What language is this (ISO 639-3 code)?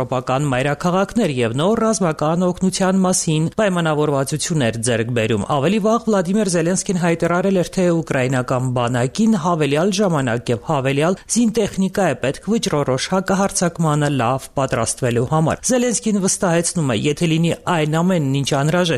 hye